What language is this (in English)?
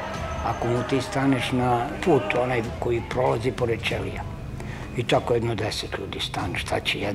Serbian